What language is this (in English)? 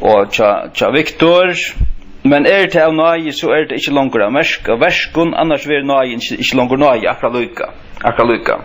Faroese